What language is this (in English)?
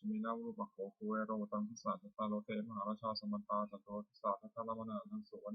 Pali